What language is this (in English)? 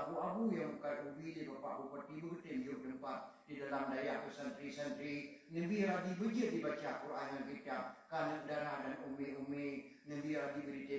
Achinese